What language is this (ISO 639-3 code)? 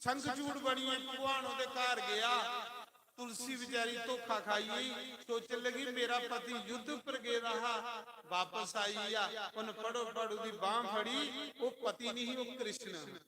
doi